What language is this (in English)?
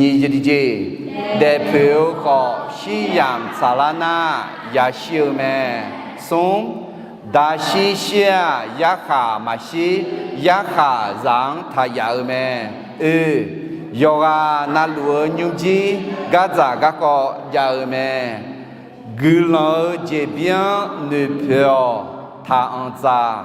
Akha